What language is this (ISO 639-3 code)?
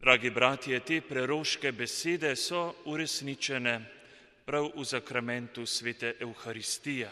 slv